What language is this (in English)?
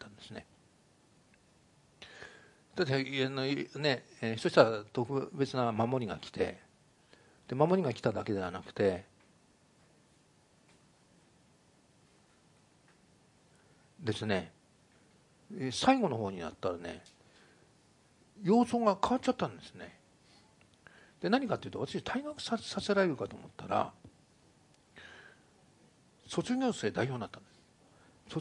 Japanese